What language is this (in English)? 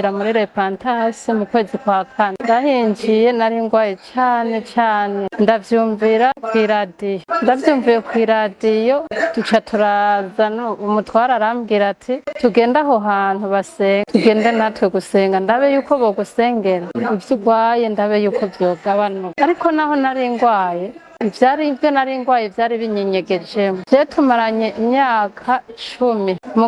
Rundi